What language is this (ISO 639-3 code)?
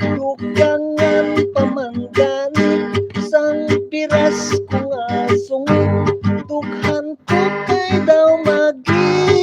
hil